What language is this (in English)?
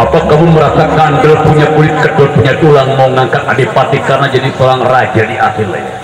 Betawi